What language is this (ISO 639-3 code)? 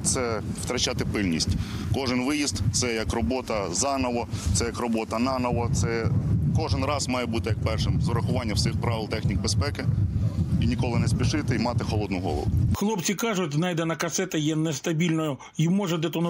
ukr